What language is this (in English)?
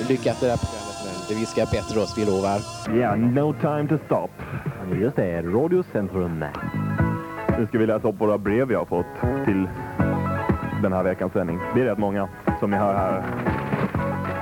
Swedish